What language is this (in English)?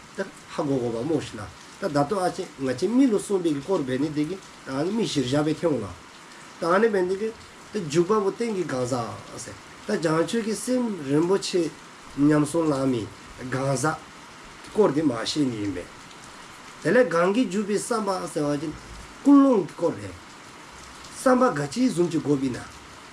Dzongkha